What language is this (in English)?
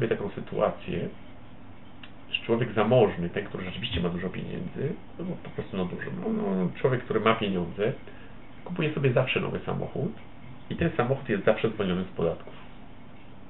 Polish